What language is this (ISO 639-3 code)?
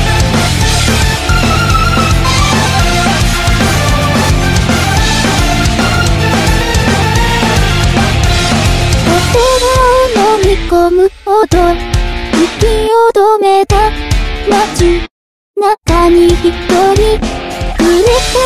jpn